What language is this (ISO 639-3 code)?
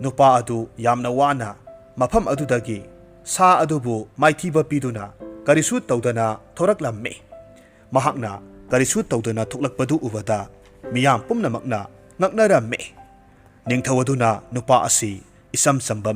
mni